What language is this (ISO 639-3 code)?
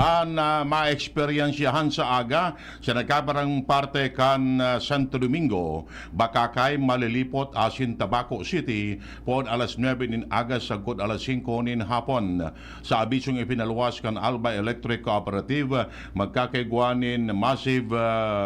bik